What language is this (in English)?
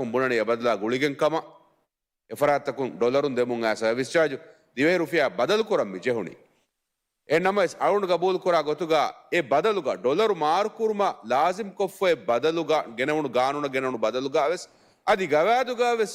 Divehi